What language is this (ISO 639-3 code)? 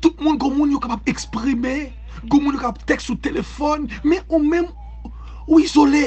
hat